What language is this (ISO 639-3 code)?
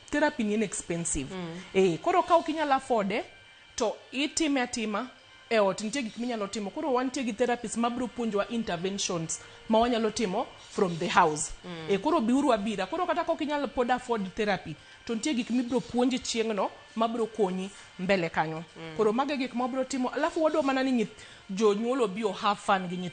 luo